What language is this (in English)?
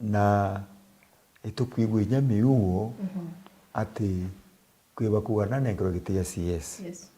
Meru